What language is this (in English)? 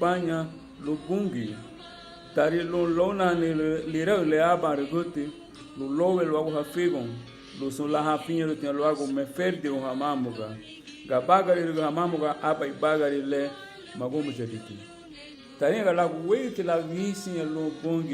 Garifuna